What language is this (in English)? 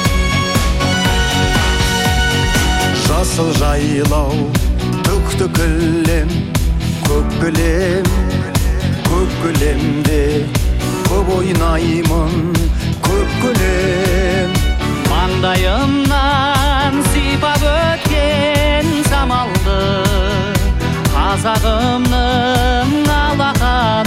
Kazakh